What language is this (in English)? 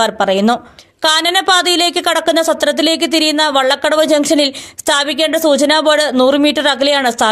Malayalam